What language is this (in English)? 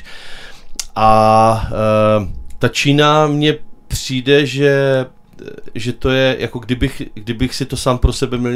Czech